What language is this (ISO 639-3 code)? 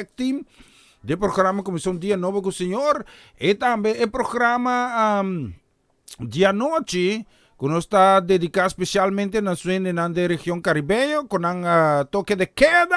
pap